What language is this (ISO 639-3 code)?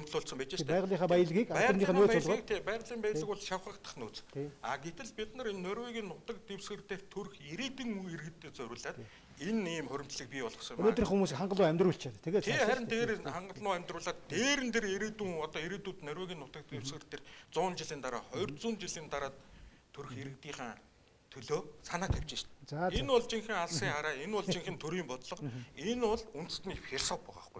mon